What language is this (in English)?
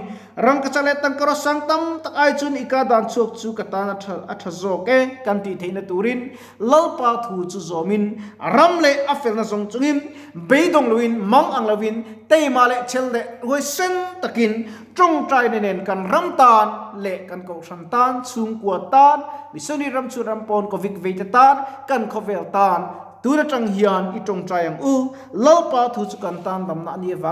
Mizo